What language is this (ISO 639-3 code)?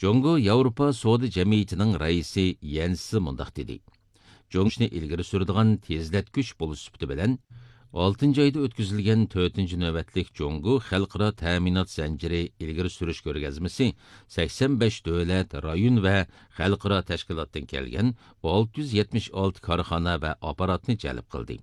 uig